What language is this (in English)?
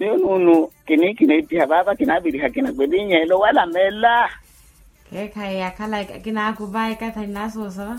Makhuwa